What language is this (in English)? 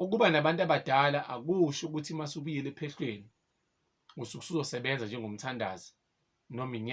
Zulu